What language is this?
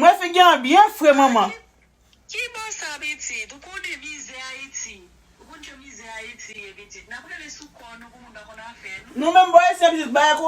Haitian Creole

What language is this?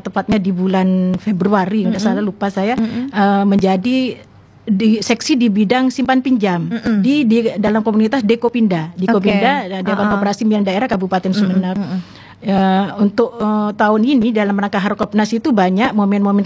Indonesian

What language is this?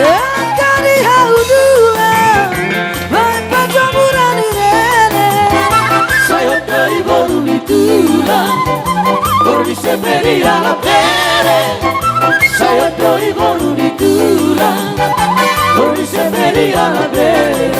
Batak Toba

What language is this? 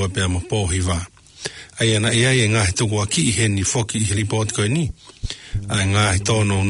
Tongan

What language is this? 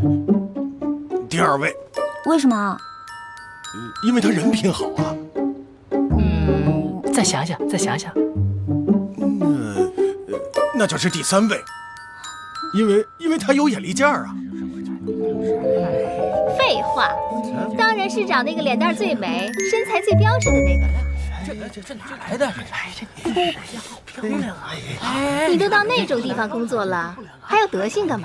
Chinese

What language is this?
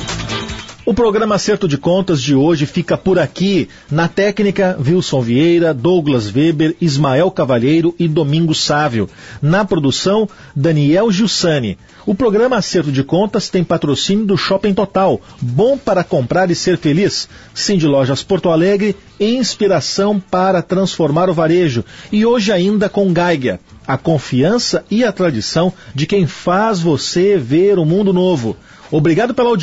Portuguese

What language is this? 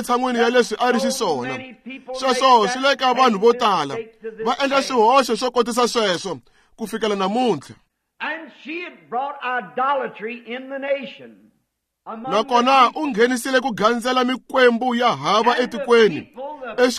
Tsonga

